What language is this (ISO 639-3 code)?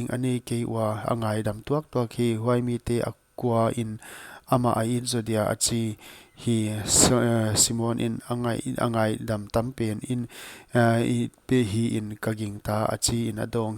pck